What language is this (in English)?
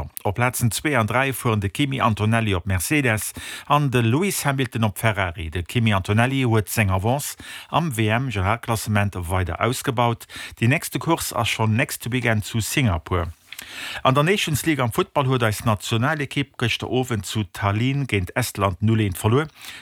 Luxembourgish